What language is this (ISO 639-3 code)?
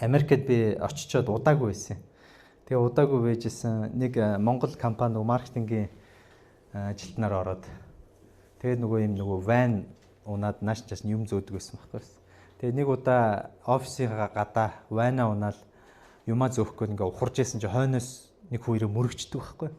mon